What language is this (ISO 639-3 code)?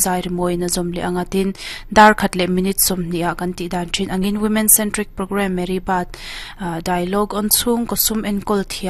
lus